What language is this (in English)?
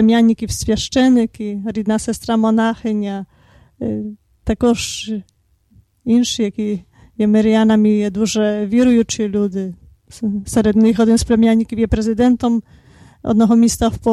Ukrainian